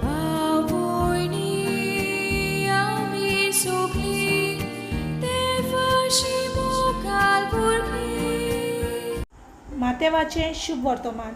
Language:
Konkani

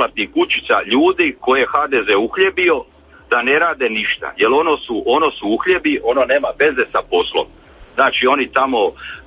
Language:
Croatian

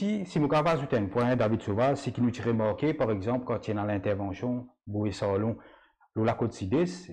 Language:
Morisyen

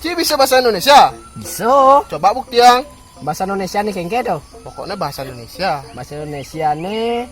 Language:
Balinese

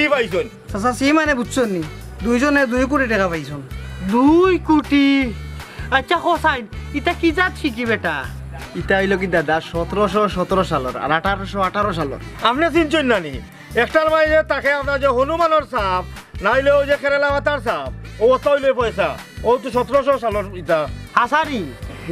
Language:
Sylheti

